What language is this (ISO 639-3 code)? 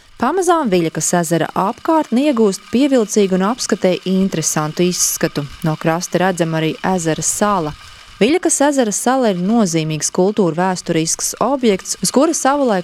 lav